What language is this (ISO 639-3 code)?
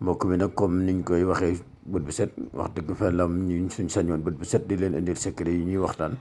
wol